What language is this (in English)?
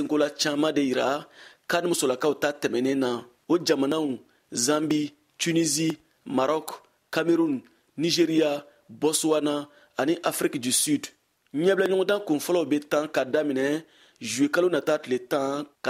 Bambara